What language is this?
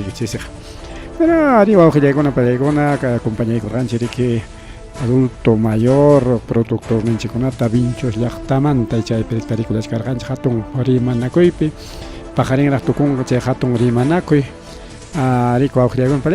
Ayacucho Quechua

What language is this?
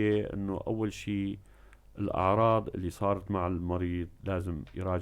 North Levantine Arabic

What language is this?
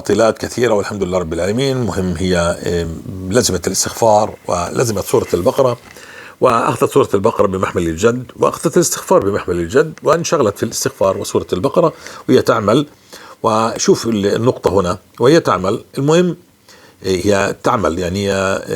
North Levantine Arabic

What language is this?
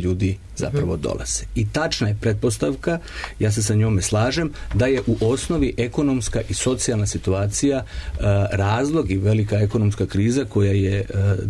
Serbian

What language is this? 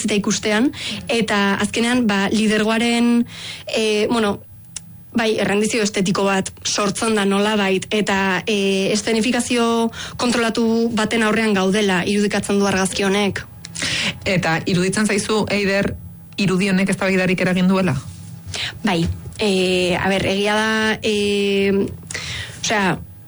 Basque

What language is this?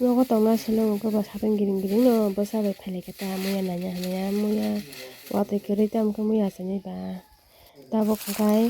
Kok Borok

